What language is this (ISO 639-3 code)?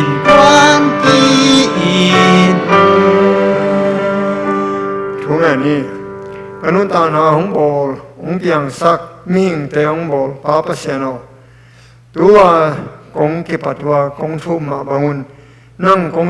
ctd